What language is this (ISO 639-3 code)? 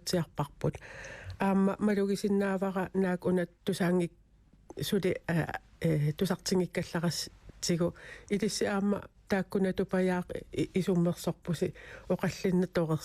kal